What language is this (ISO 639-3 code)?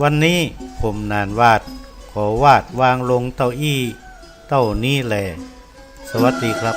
nod